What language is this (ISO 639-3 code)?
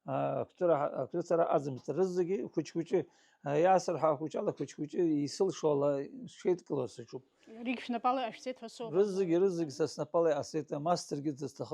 abk